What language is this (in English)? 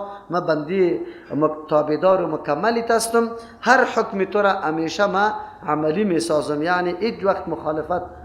Persian